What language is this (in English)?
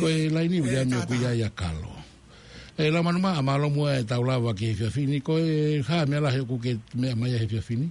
Tongan